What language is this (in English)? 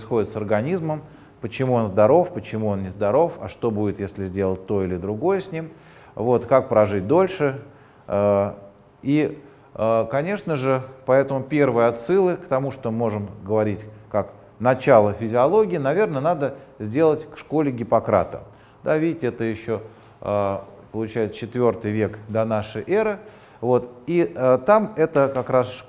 Russian